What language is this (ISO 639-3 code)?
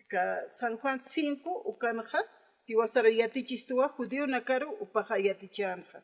aym